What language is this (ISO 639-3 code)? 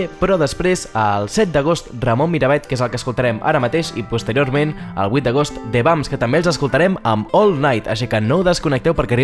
cat